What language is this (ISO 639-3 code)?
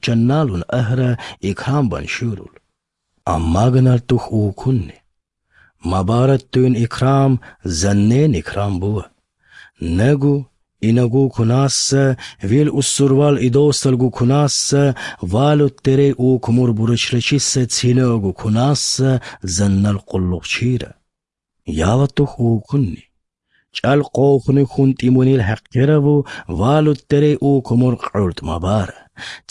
slv